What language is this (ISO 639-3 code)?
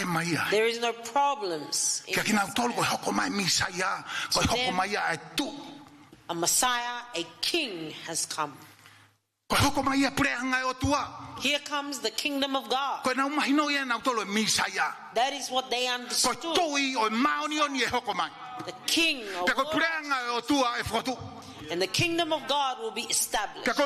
ton